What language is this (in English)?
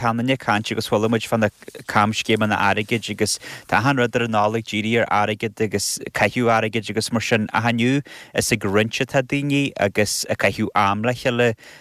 Irish